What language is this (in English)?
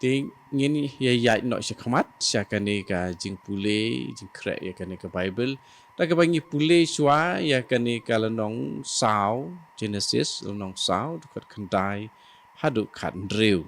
Khasi